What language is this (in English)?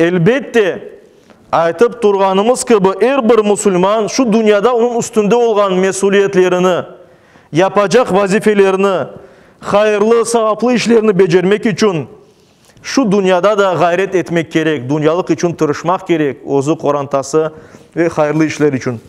Crimean Tatar